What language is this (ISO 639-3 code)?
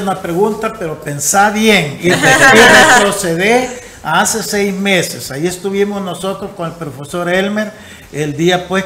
spa